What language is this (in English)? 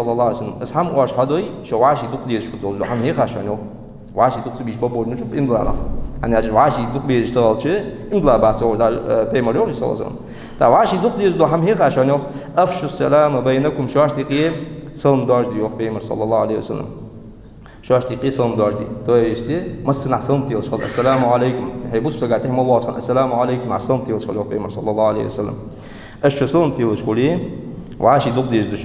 Ingush